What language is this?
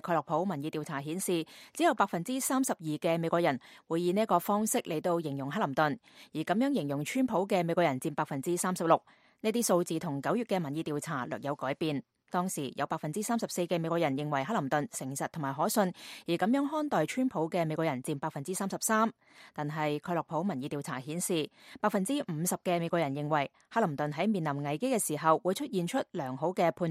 Cantonese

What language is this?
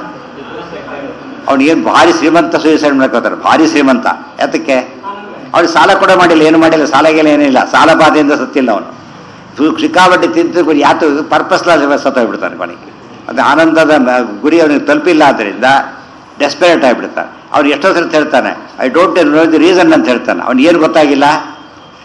Kannada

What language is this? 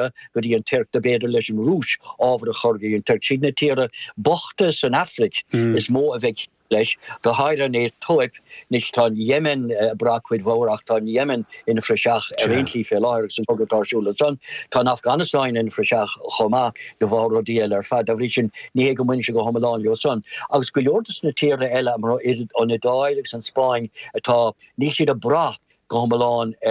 Irish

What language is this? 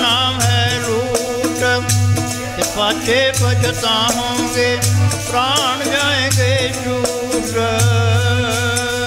Punjabi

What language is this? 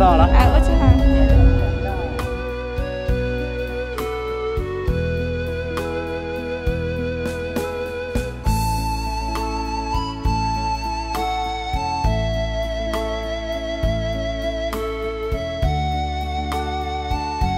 Vietnamese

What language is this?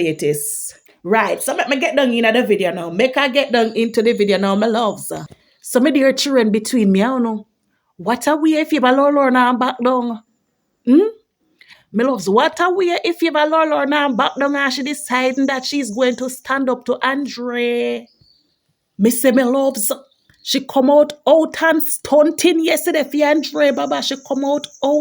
Jamaican Creole English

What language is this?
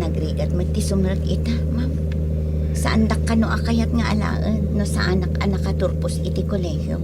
Iloko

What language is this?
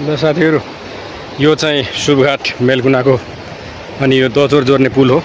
Nepali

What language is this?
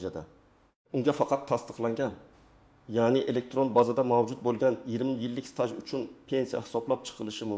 Uzbek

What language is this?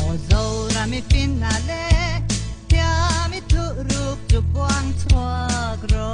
Mizo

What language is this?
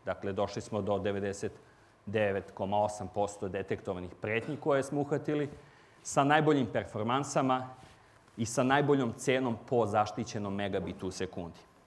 Serbian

